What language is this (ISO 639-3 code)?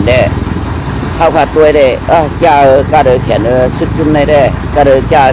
shn